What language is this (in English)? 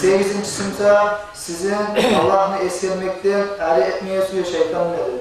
Kumyk